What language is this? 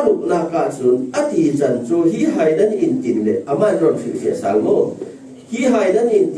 Falam Chin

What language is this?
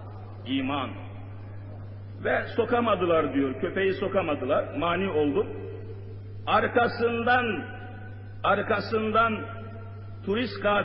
Turkish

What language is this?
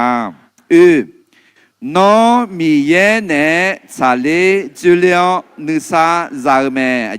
Akha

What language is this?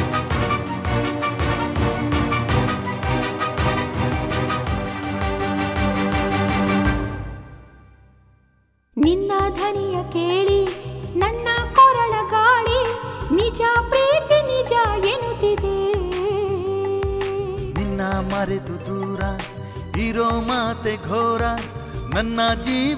Kannada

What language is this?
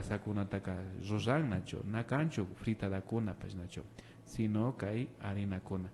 Imbabura Highland Quichua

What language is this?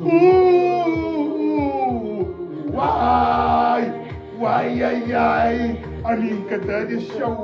Kabuverdianu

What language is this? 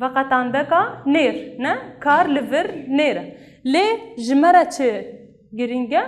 Kurdish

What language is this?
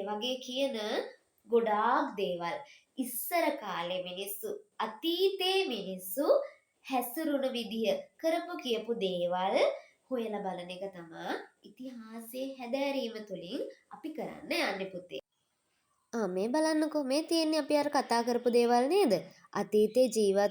Sinhala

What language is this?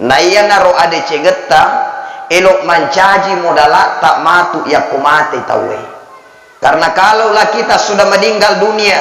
Buginese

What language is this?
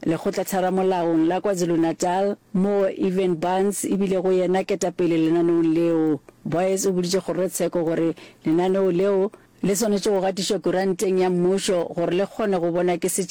Northern Sotho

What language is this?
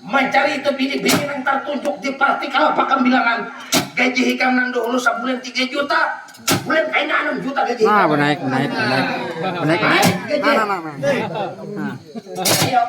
Banjar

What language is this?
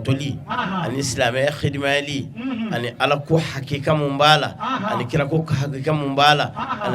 Bambara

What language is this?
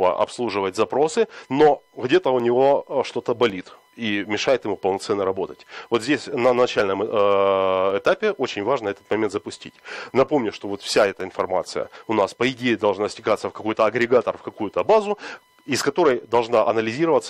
Russian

